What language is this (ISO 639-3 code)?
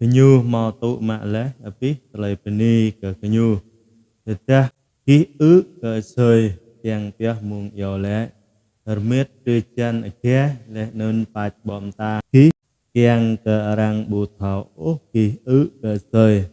jra